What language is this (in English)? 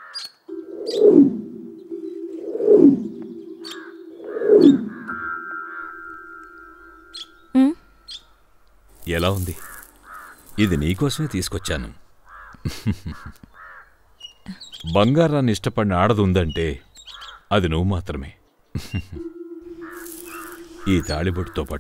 Telugu